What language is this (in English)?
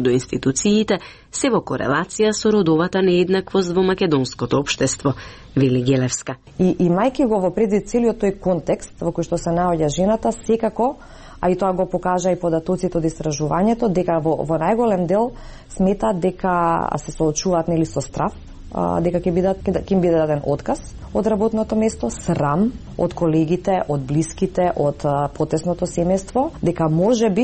Macedonian